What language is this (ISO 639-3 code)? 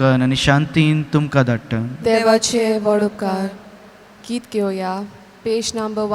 kok